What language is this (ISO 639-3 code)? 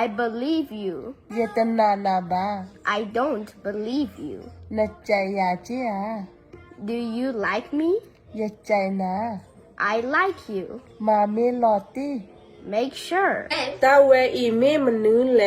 ksw